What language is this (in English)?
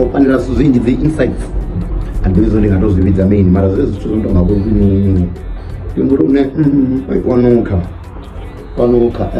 Venda